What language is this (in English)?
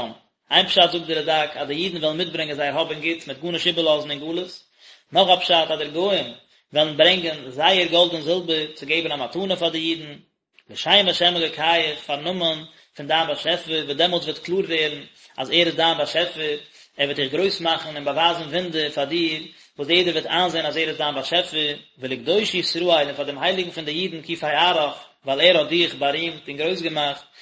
Yiddish